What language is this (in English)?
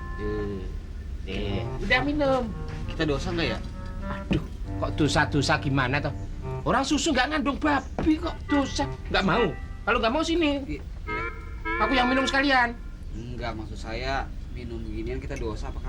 Betawi